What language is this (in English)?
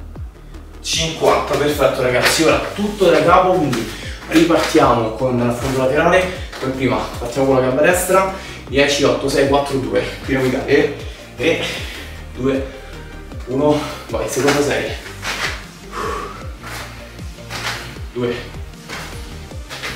Italian